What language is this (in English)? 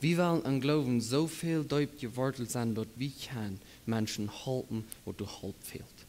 Plautdietsch